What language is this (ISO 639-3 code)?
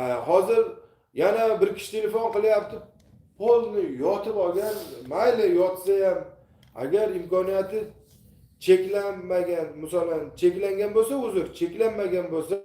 uzb